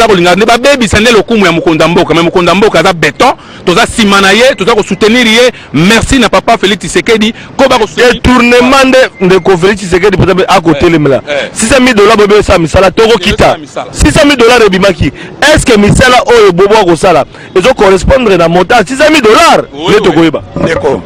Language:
Lingala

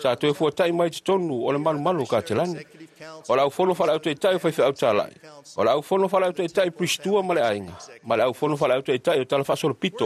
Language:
Samoan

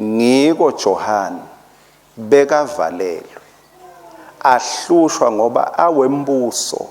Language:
Swati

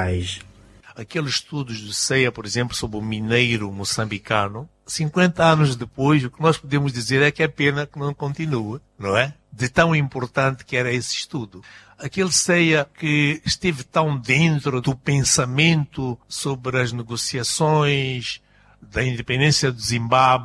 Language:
Portuguese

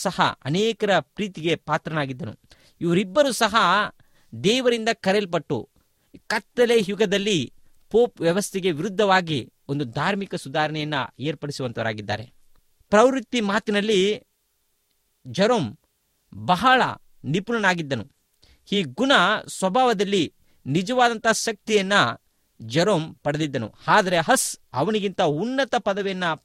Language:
Kannada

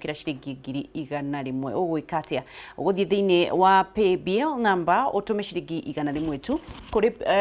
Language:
Kikuyu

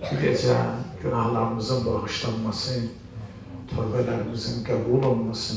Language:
Azerbaijani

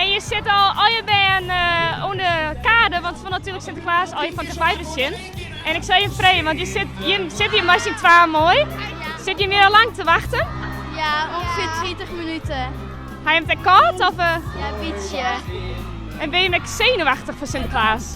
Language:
Western Frisian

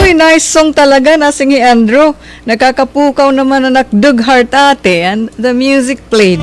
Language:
Waray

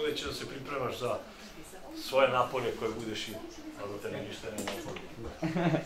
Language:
Serbian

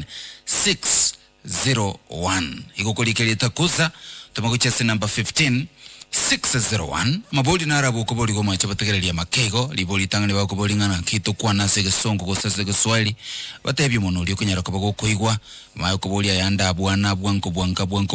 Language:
Gusii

